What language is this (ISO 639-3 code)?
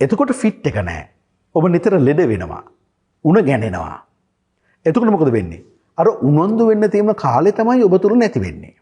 sin